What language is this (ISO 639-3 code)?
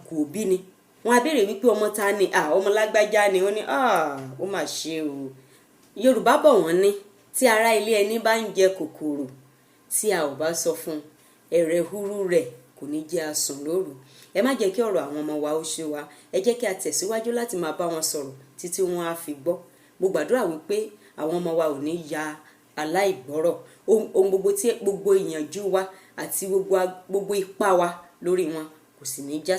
yor